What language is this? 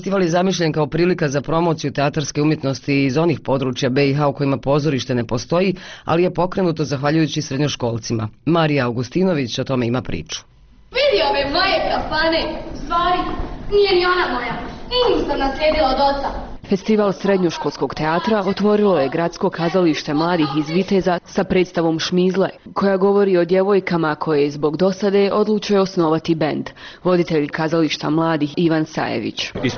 Bosnian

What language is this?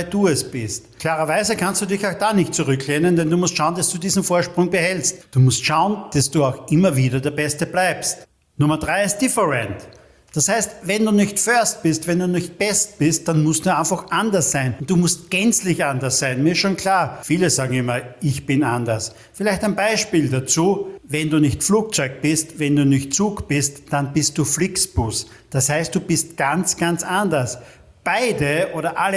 German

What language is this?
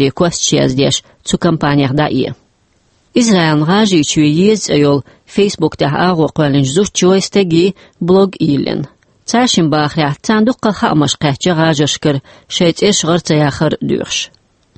Chechen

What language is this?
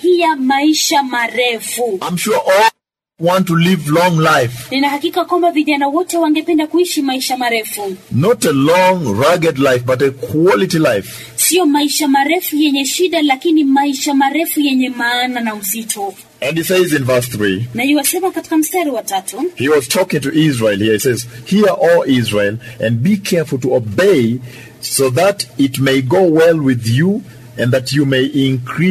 Swahili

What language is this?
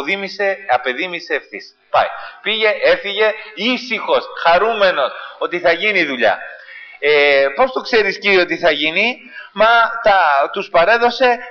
Greek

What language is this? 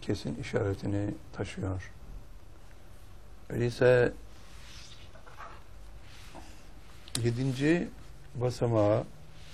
Turkish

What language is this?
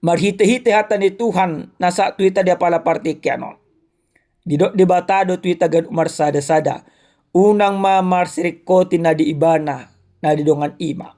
Batak Toba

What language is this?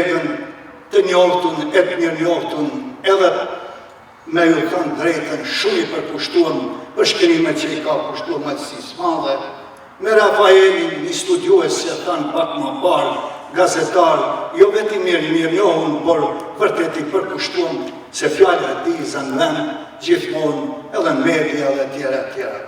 Albanian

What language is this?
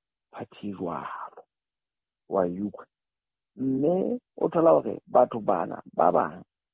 Southern Sotho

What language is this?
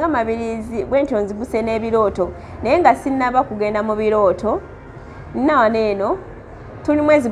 Ganda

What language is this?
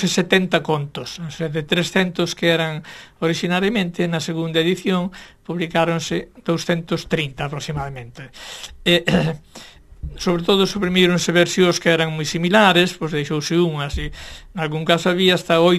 Galician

